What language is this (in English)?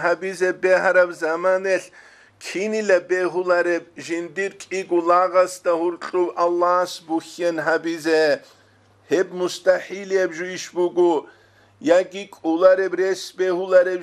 Avaric